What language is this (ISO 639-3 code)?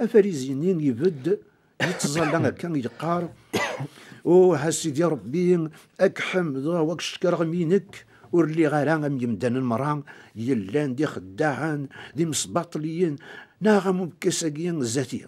kab